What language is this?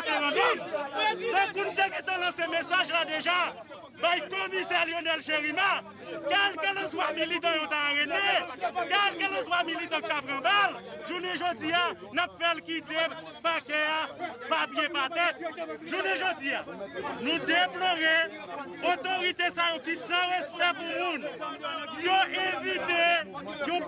Haitian Creole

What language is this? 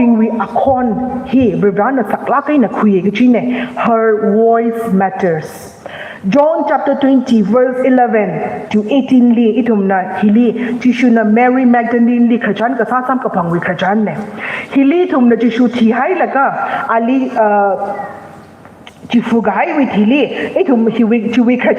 Tangkhul Naga (India)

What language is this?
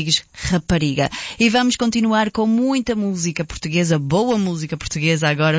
Portuguese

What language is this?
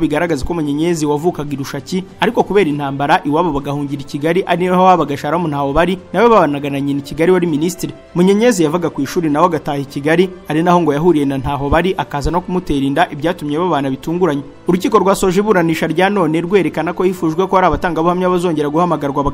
Kinyarwanda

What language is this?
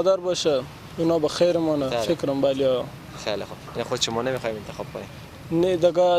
Persian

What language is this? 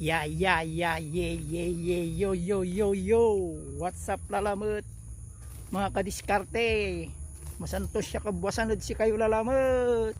Pangasinan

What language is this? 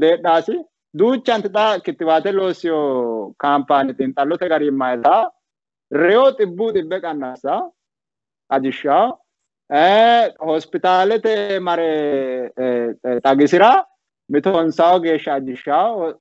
Sidamo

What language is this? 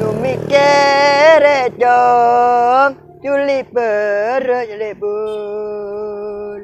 Madurese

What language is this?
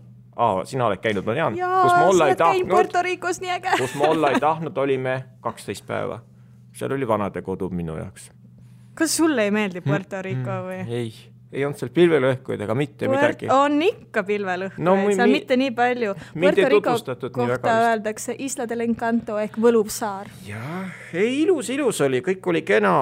Estonian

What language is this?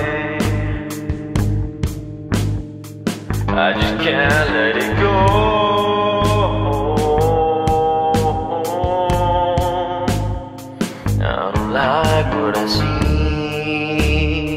English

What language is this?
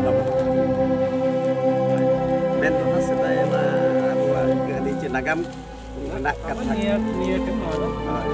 Santali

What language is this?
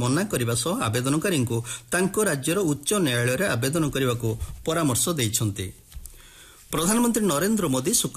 Odia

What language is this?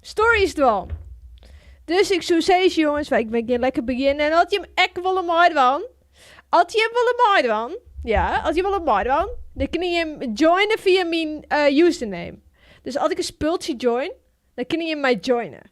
Western Frisian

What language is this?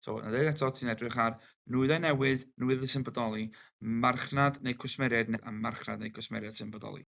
Welsh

